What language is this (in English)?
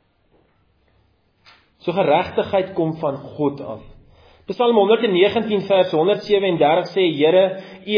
Afrikaans